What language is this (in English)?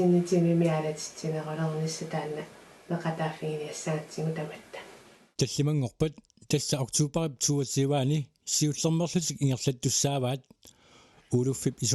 Kalaallisut